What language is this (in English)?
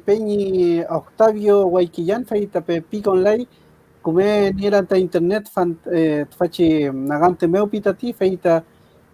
Mapuche